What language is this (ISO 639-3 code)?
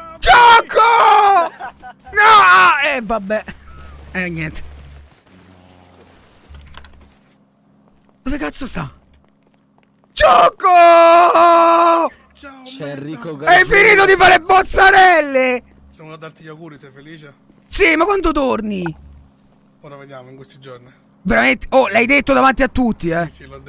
ita